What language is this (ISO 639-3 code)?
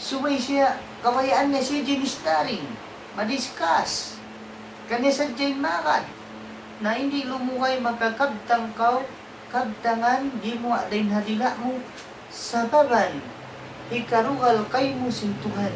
tsg